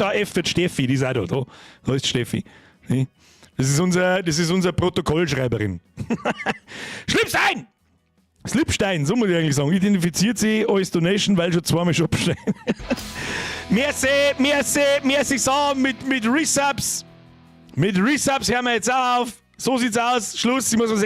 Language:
Bavarian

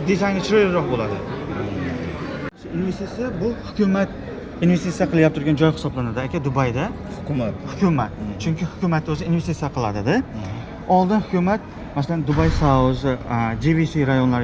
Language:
Uzbek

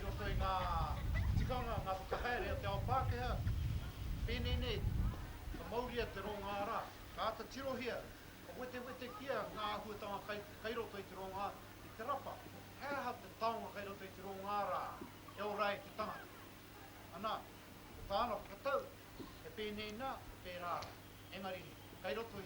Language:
Māori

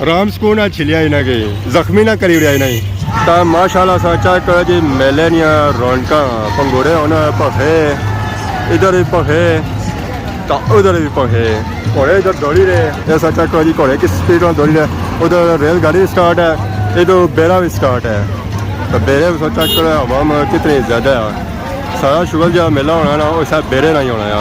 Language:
Pahari-Potwari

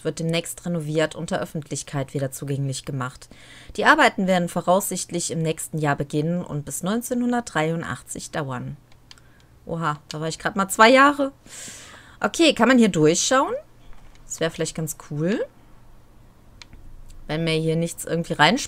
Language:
German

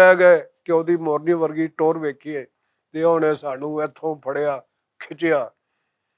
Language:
Western Panjabi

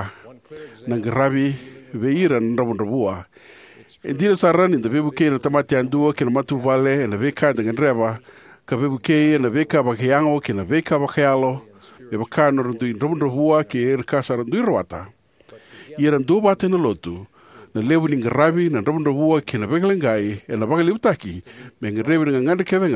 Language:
Fijian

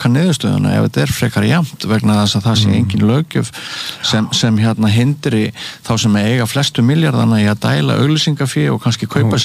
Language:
Icelandic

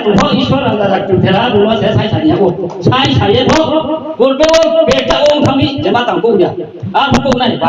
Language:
Riang (India)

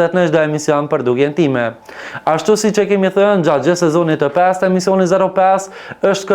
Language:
Albanian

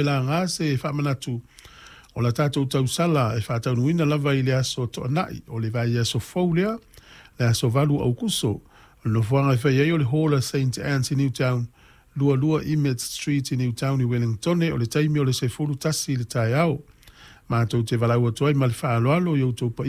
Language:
Samoan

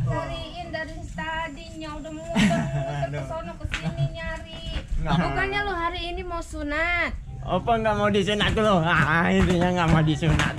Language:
Betawi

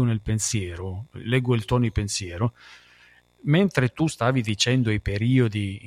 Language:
Italian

